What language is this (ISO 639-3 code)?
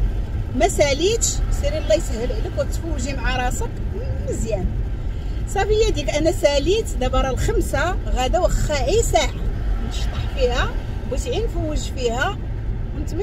ary